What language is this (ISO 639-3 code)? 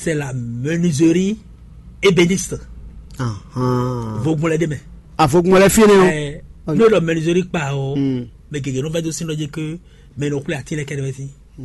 fon